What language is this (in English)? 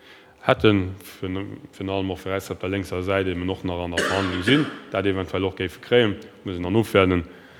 Luxembourgish